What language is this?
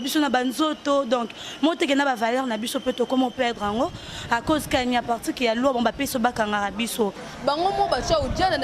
Lingala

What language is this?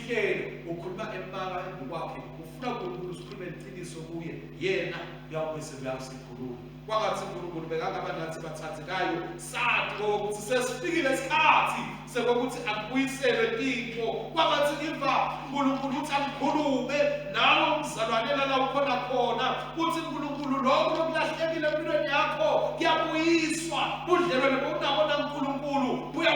Swati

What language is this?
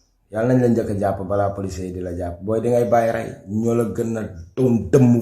Wolof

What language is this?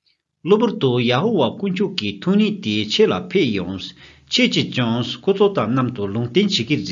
Tibetan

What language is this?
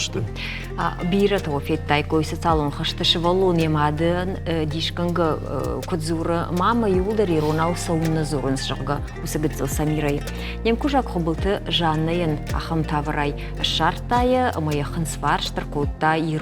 Ossetic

